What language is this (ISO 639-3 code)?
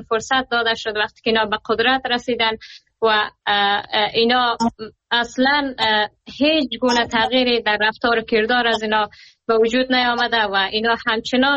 fas